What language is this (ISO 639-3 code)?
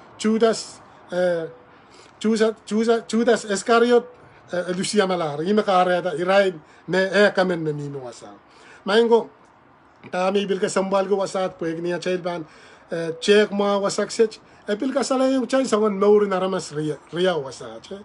pon